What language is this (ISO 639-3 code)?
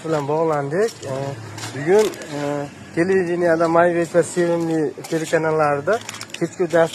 uzb